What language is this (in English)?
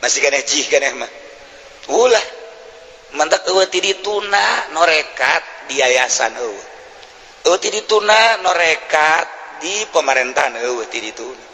Sundanese